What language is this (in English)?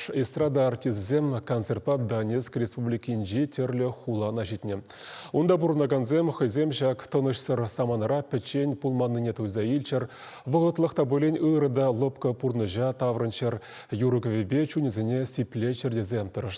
Chuvash